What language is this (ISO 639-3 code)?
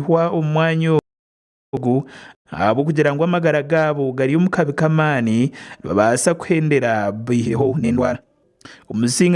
nyn